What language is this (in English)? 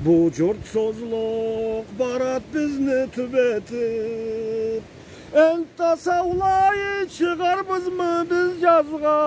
Karachay-Balkar